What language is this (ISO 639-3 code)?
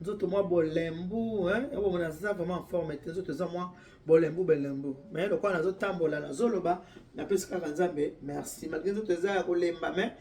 lin